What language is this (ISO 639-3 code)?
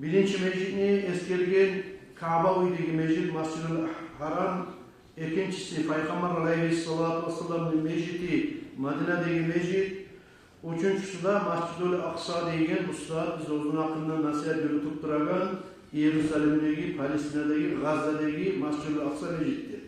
kum